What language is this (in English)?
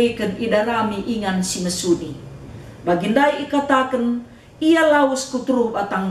Batak Karo